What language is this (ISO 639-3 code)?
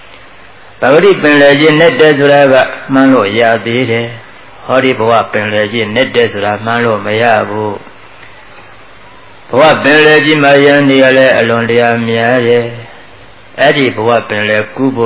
mya